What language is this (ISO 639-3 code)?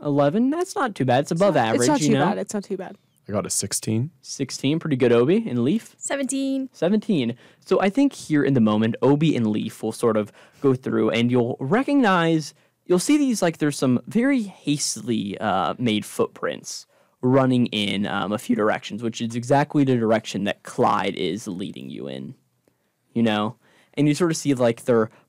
eng